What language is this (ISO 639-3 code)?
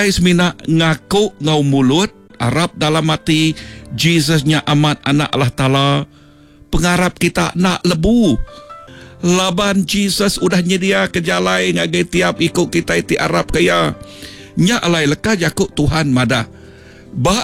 iba